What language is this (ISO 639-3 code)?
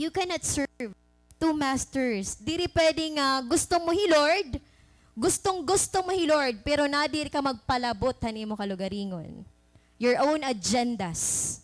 war